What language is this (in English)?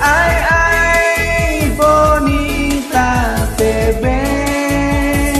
Tetum